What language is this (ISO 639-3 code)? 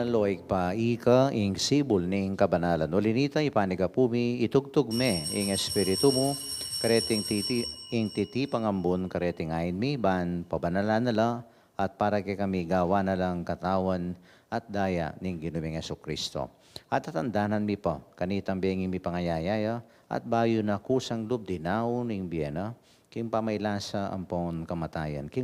pam